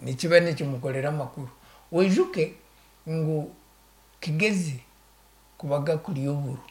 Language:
Nyankole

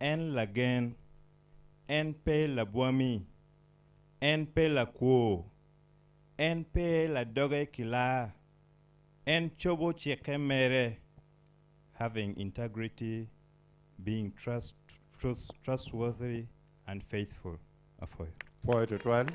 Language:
Acoli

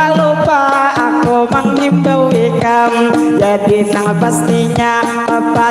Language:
Banjar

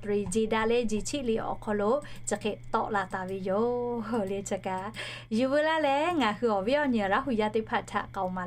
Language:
Lahu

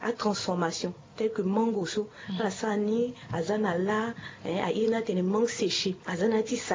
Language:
Sango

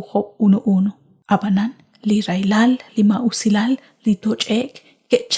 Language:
Kekchí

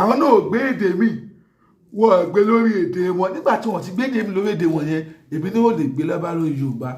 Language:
Yoruba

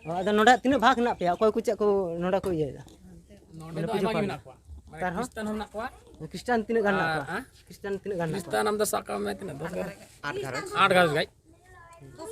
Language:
Santali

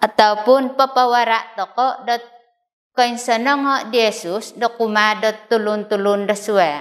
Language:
Central Dusun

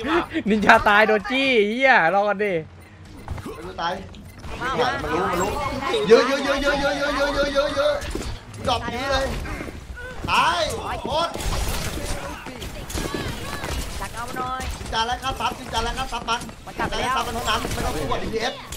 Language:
Thai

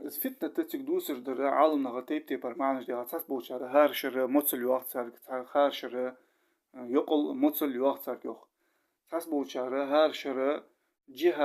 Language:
Ingush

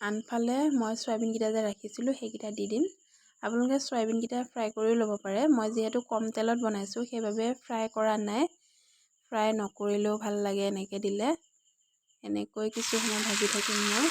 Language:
Assamese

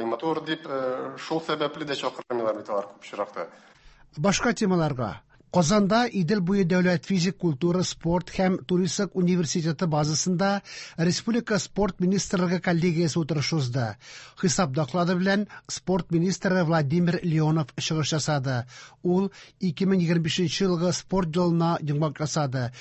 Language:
Tatar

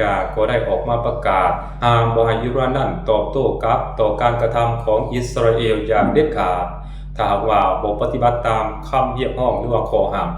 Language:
Lao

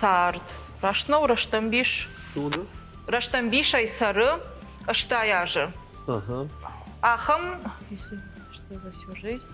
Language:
Ossetic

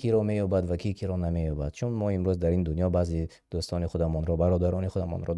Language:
Tajik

